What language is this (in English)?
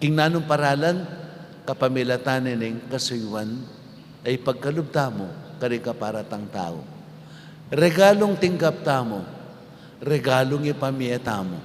Pampanga